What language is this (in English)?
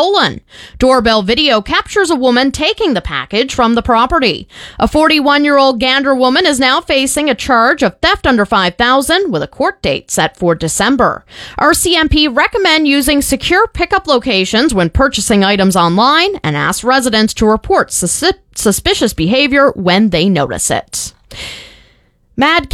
English